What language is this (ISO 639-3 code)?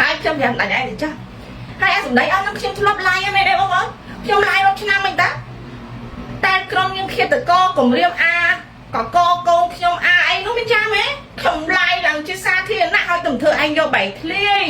khm